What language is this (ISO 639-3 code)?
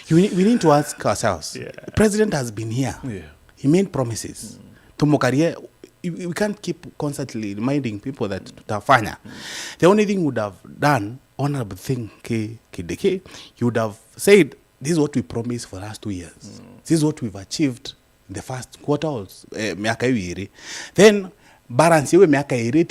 mer